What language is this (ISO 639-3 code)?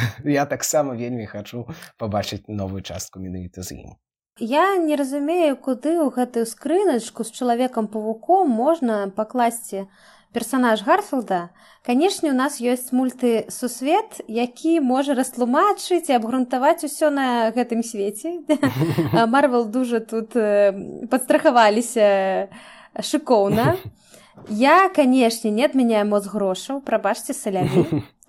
bel